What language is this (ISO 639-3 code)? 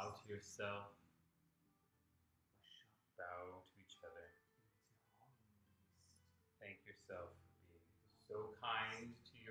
eng